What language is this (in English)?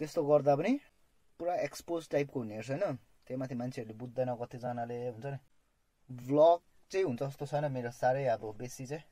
Nepali